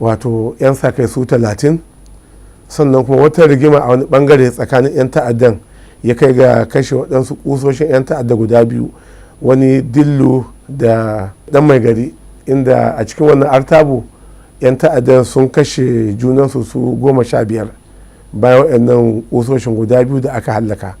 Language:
Hausa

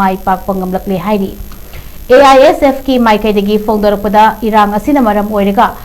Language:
Manipuri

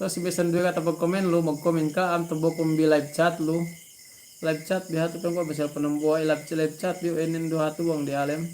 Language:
Yakan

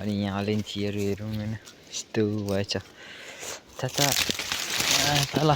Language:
Nepali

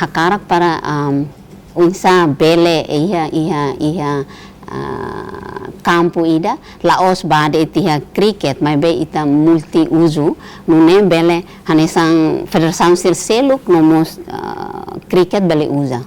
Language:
Tetum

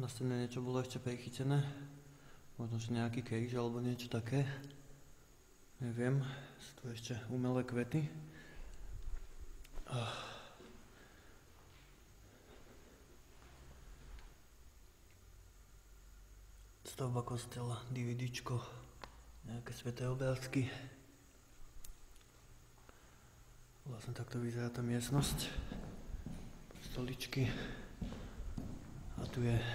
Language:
Slovak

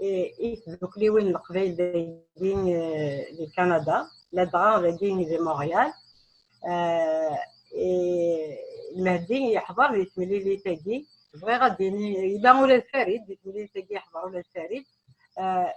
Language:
Kabyle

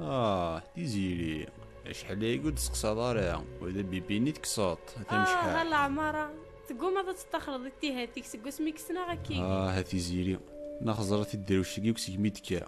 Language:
Kabyle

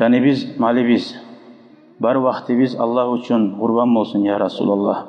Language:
Kumyk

